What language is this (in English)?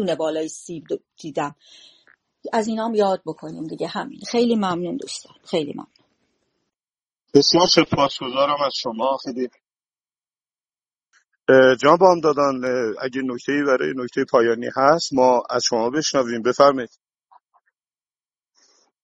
Persian